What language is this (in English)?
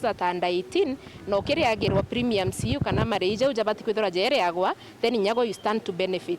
Meru